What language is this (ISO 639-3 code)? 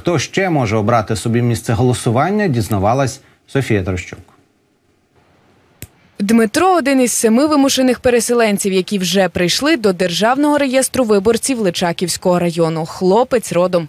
ukr